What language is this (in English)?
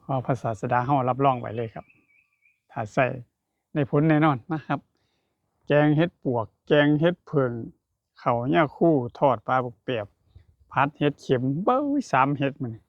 Northeastern Thai